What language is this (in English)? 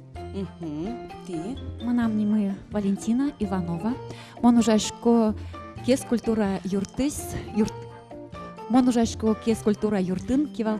Udmurt